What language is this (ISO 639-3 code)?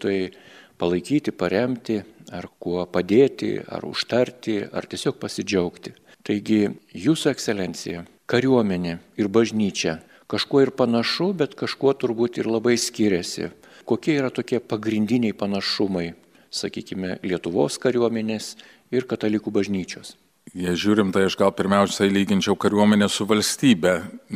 lit